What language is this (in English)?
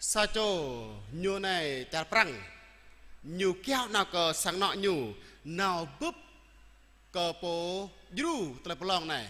Jarai